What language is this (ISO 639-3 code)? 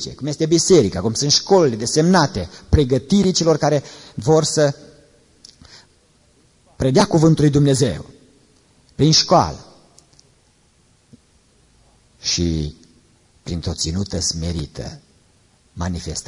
ron